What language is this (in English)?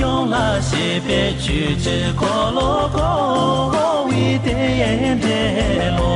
Tibetan